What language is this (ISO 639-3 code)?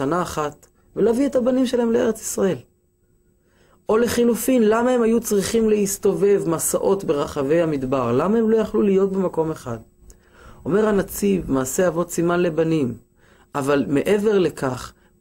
heb